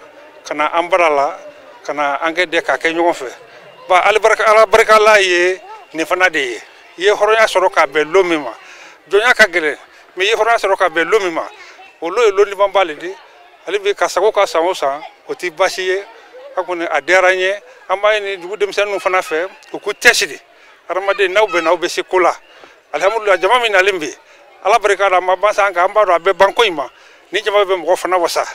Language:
Bambara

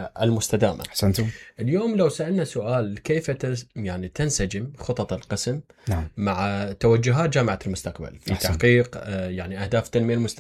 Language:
Mesopotamian Arabic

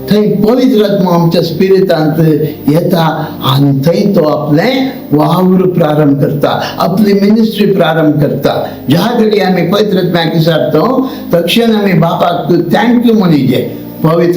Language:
Konkani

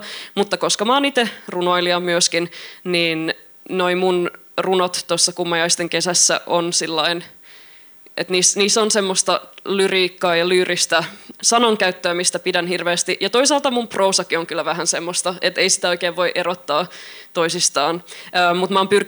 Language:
Finnish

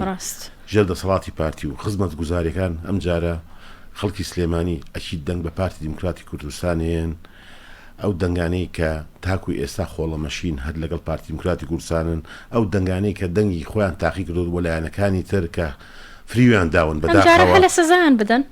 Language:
Central Kurdish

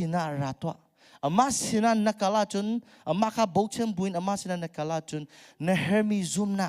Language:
Hakha Chin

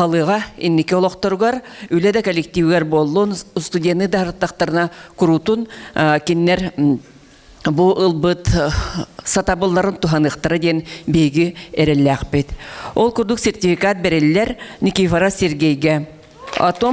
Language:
Yakut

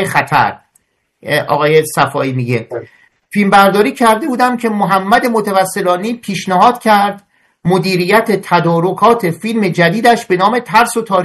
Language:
Persian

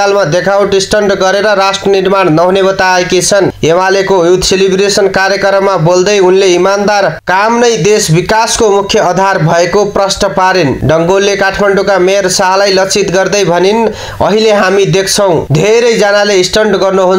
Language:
Nepali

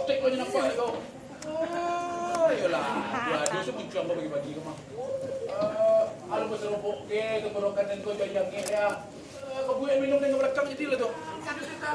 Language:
Minangkabau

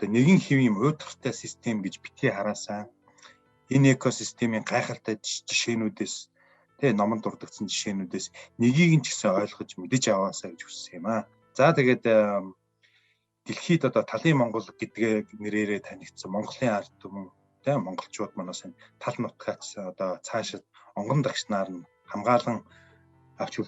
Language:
Mongolian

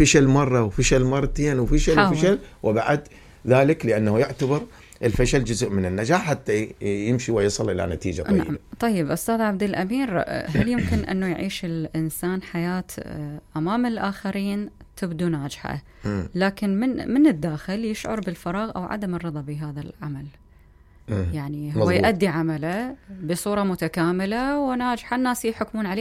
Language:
Mesopotamian Arabic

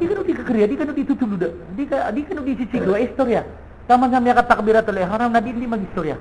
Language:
Maranao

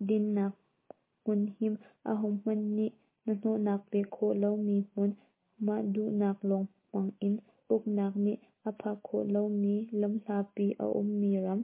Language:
Hakha Chin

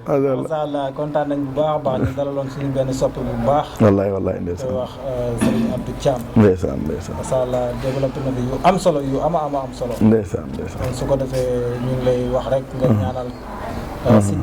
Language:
Wolof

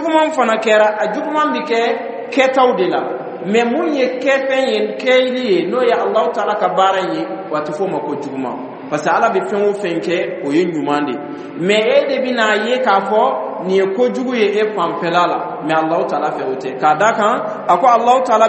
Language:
Dyula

